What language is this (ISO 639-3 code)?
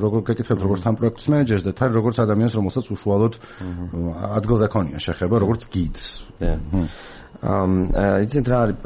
kat